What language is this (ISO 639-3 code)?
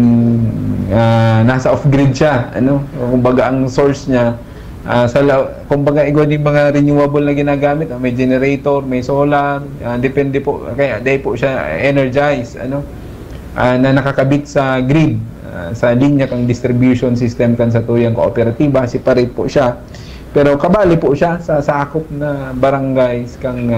bik